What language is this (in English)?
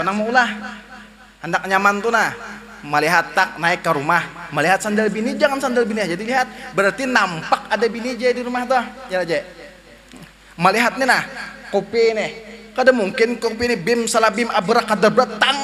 Banjar